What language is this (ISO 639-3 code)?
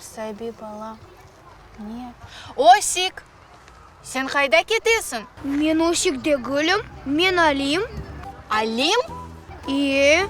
crh